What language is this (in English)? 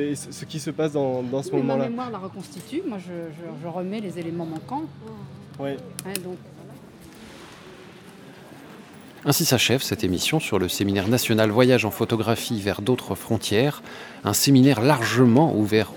French